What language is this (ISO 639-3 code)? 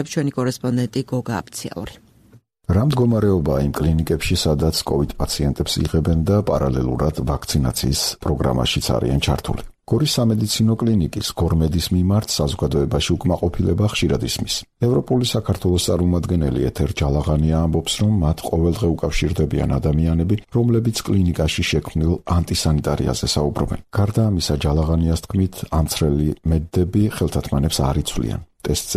kat